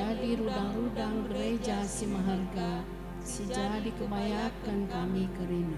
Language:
Batak Karo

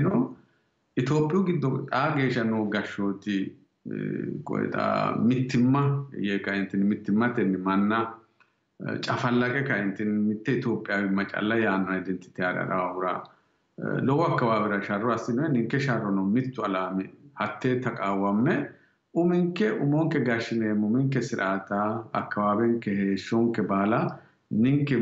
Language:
Sidamo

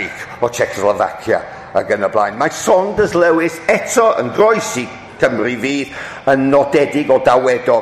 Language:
Welsh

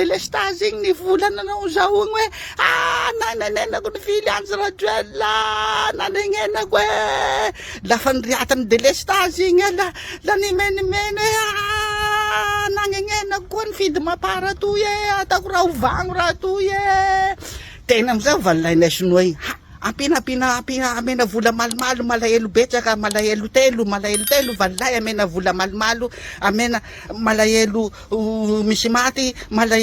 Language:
Malagasy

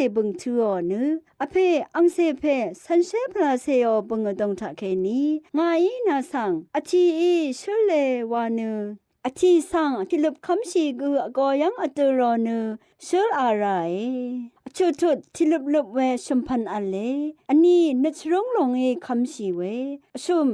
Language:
Rawang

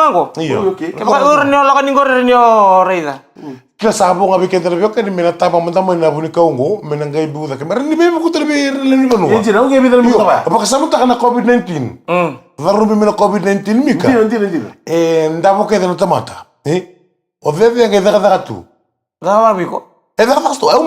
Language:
Fijian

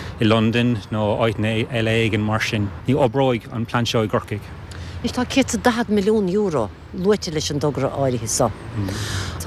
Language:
Irish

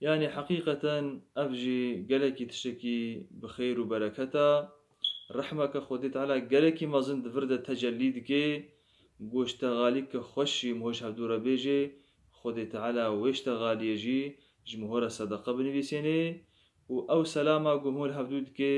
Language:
Kurdish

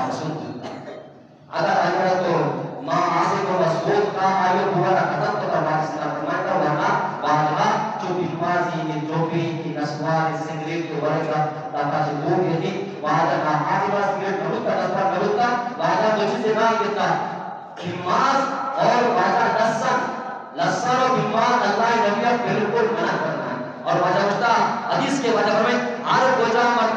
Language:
Eastern Balochi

